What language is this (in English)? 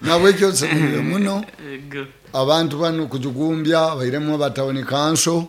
Nyoro